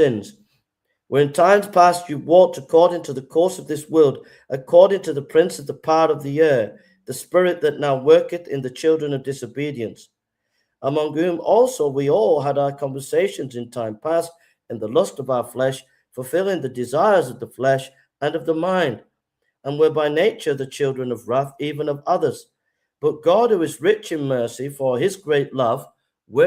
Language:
English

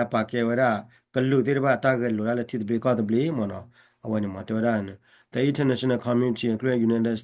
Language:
S'gaw Karen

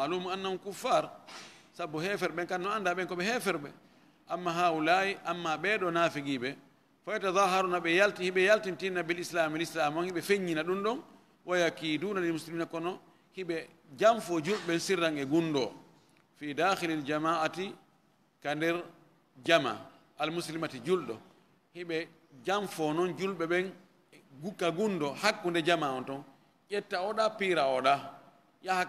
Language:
Fula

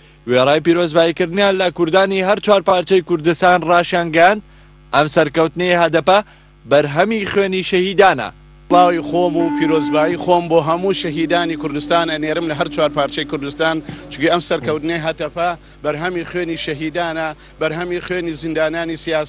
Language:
Central Kurdish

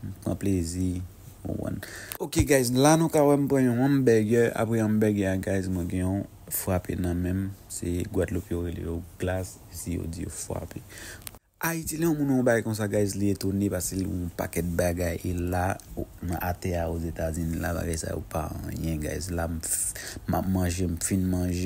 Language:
Haitian Creole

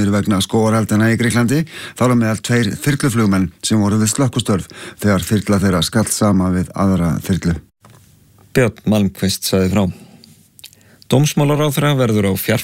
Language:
Icelandic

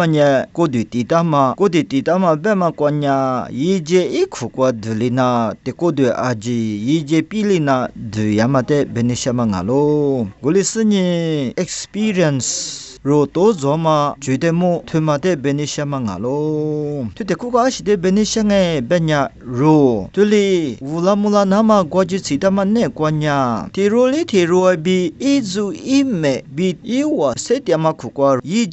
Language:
Lisu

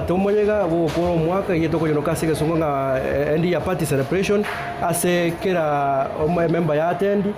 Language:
Gusii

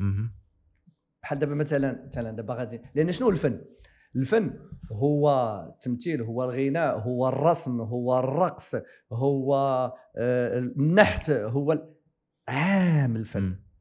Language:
Moroccan Arabic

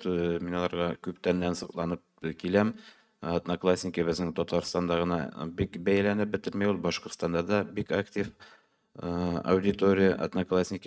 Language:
Tatar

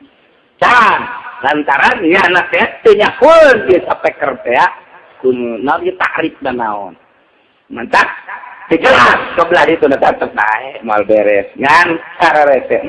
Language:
Sundanese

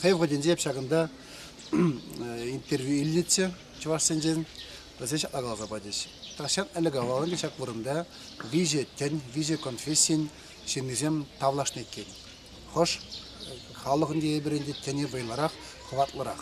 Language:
Chuvash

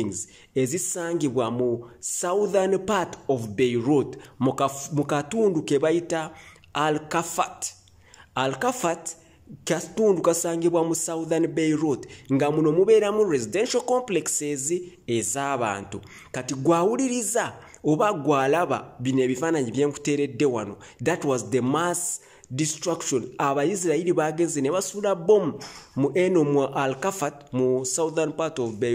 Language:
Ganda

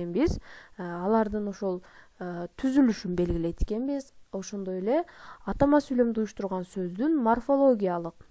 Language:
Kyrgyz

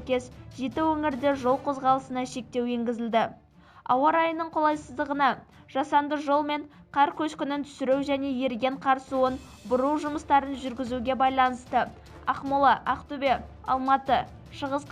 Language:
Kazakh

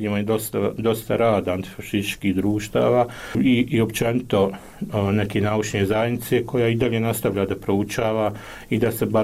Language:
Bosnian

